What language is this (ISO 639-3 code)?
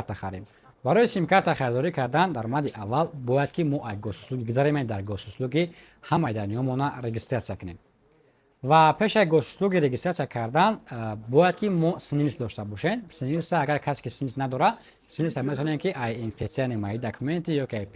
tgk